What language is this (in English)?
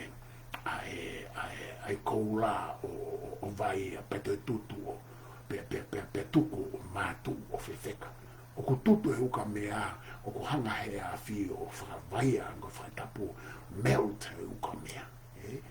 Tongan